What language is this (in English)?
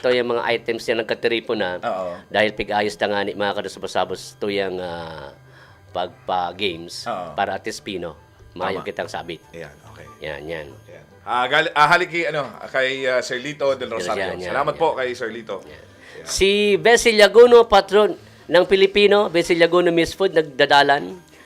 Bikol